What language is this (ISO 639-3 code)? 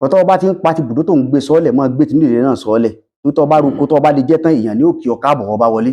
yor